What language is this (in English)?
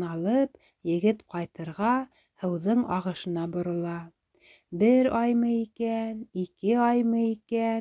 Bashkir